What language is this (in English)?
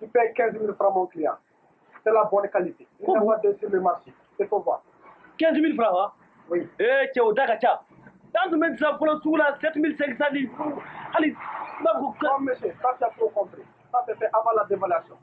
Bambara